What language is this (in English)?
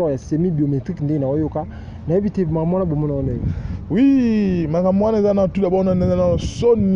Lingala